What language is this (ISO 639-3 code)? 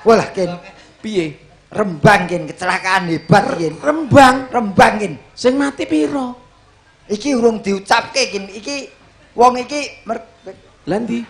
jav